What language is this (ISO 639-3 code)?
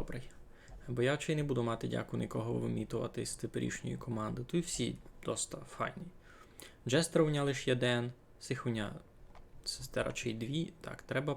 rue